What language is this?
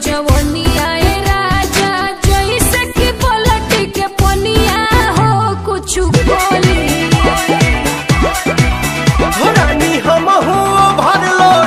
Bhojpuri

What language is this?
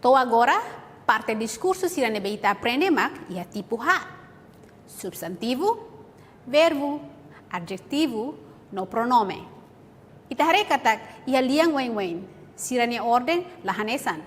Tetum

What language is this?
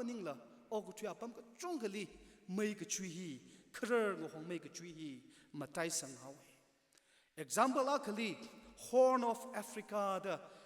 Tangkhul Naga (India)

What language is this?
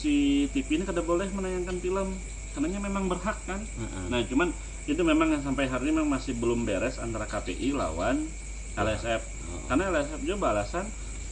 Banjar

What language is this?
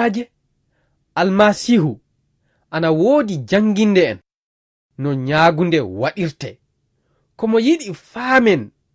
Fula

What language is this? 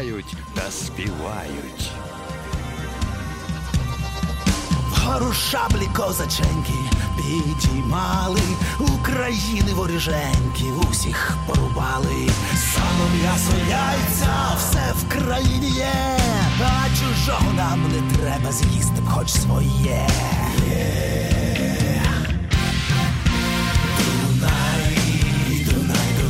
Ukrainian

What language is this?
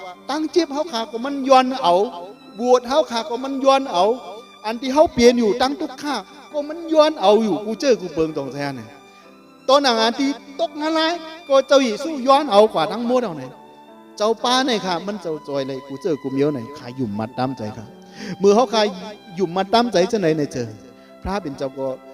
Shan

